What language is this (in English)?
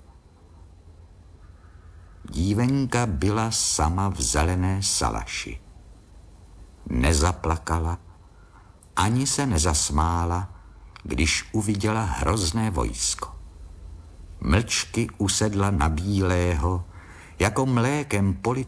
Czech